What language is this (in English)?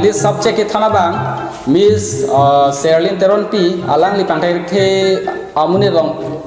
Karbi